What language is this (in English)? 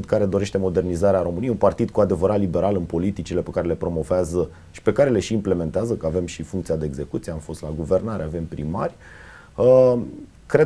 Romanian